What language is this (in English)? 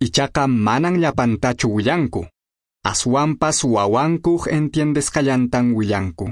Quechua